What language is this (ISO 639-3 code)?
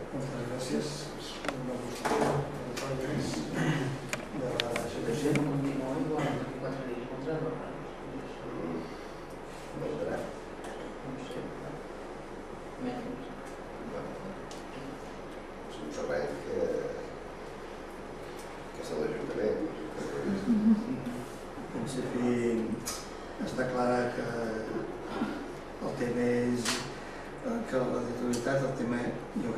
cat